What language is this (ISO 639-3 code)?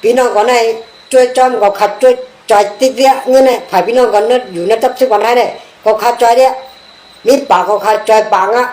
shn